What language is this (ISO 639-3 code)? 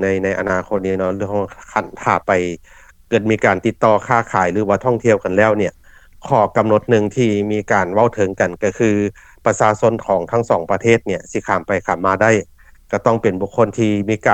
lao